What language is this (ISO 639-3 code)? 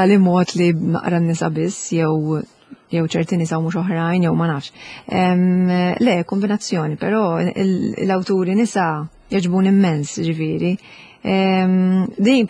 mlt